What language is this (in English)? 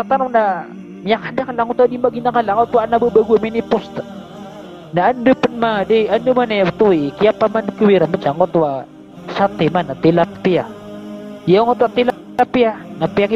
Maranao